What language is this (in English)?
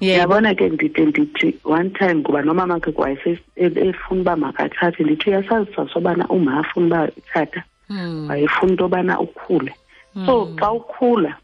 Xhosa